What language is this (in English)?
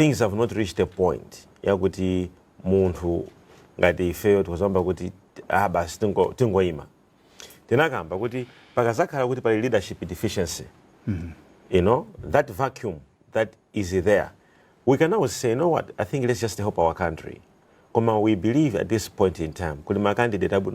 Nyanja